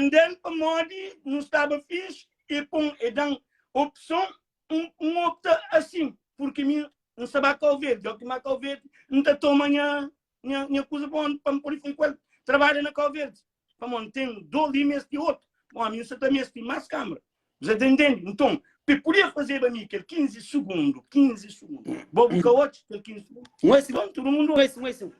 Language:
Kabuverdianu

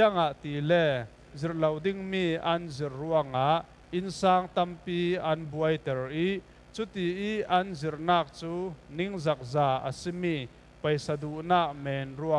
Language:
Falam Chin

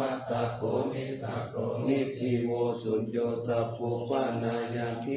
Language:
Pali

